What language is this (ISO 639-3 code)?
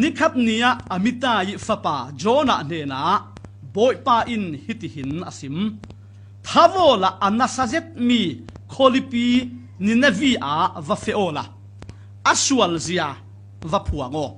cfm